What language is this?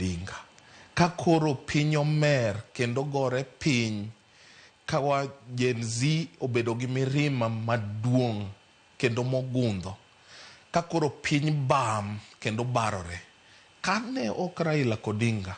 Luo (Kenya and Tanzania)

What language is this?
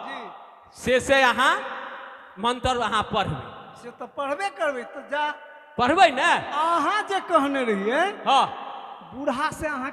Maithili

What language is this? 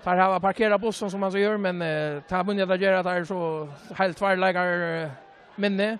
Faroese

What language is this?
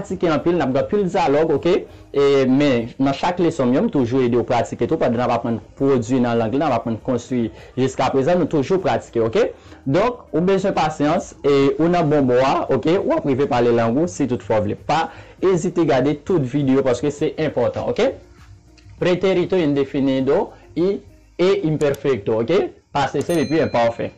Haitian Creole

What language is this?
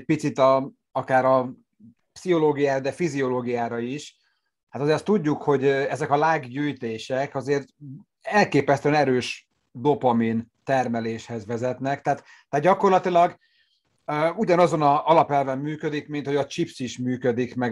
Hungarian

